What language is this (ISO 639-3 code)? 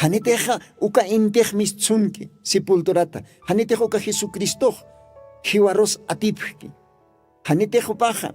aym